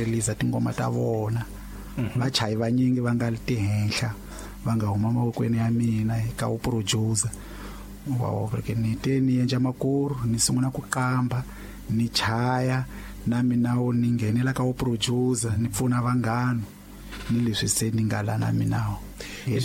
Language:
Tsonga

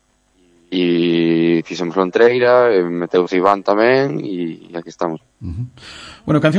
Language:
Galician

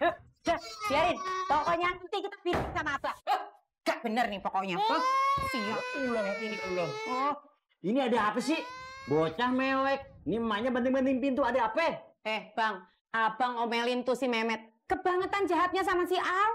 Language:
Betawi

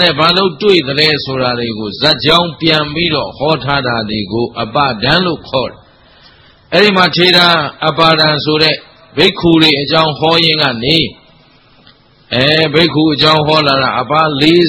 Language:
Burmese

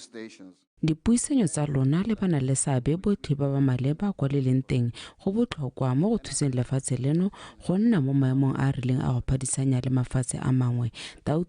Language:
Tswana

